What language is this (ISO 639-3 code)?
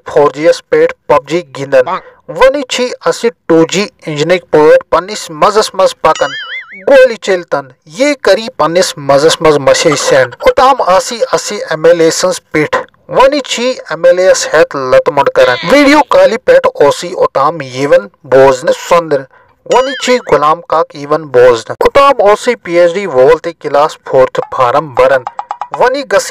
kas